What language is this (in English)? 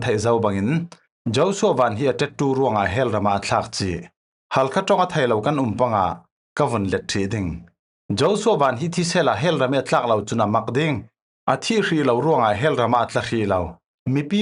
Falam Chin